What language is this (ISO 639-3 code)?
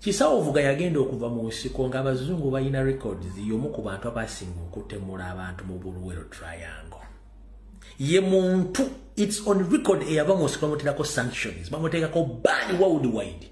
lug